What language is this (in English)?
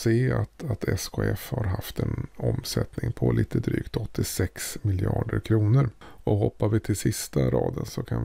Swedish